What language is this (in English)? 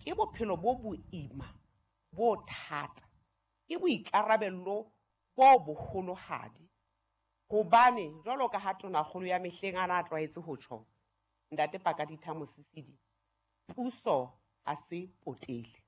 Southern Sotho